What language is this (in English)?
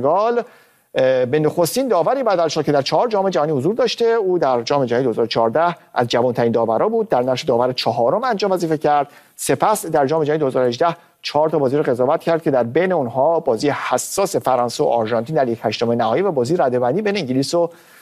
Persian